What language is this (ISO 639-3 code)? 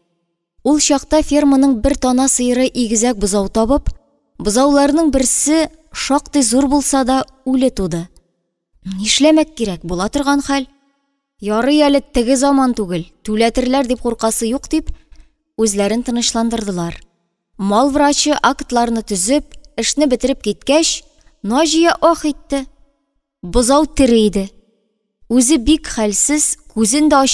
tat